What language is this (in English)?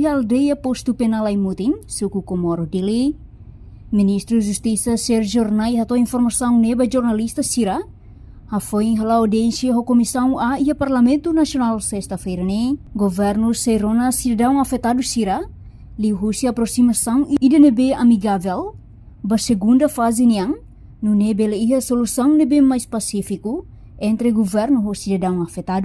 Tetum